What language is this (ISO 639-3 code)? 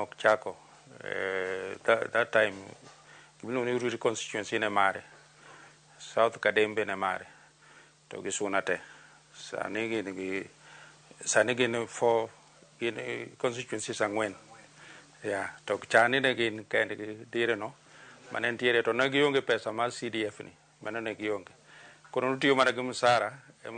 luo